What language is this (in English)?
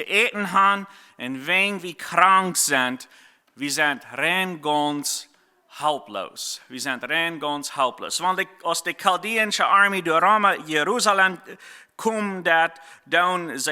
Plautdietsch